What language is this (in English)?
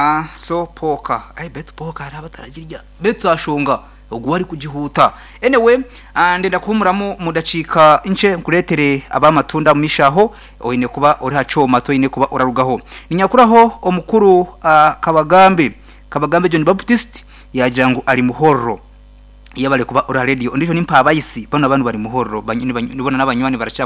Nyankole